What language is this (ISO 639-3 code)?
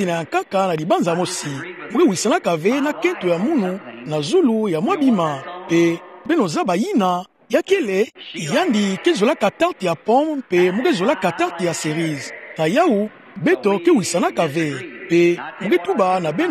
ktu